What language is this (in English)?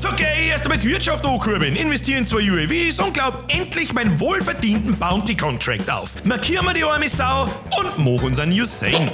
Bavarian